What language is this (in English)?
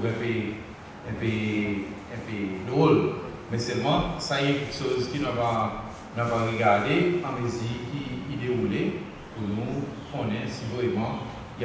Seselwa Creole French